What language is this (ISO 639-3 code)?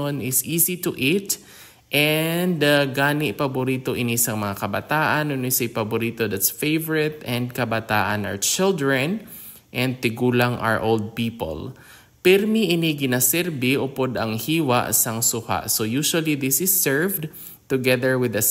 hil